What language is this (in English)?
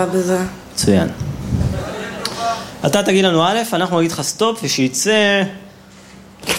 Hebrew